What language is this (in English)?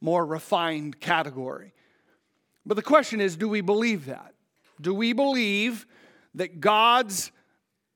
English